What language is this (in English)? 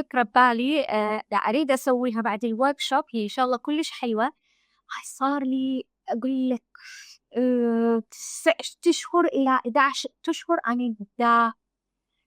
Mesopotamian Arabic